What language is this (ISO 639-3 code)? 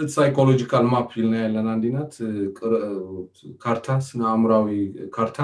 tir